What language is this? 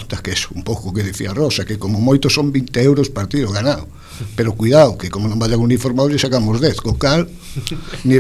Galician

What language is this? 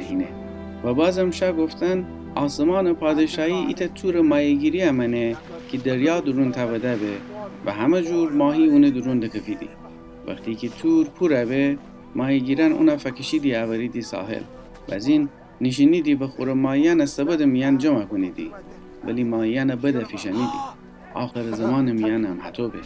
Gilaki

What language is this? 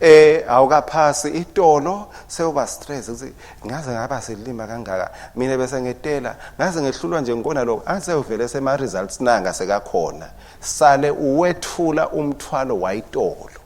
Swati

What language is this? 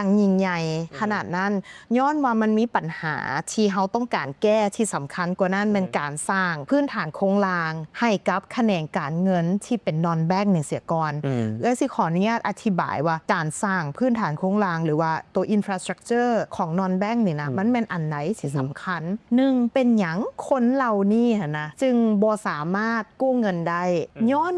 Lao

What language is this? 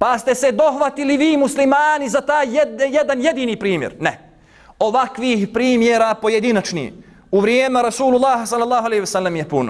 Bosnian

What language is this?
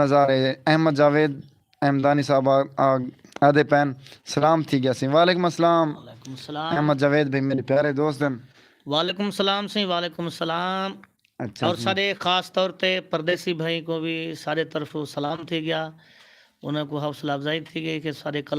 Saraiki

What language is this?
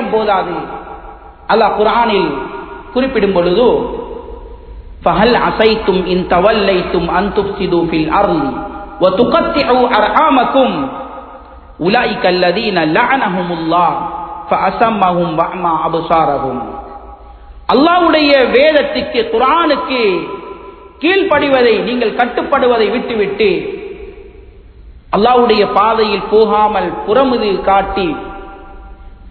Tamil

